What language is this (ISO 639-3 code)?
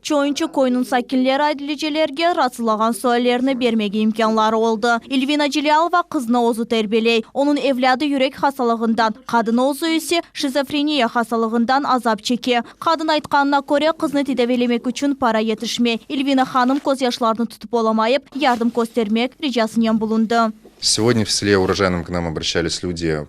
crh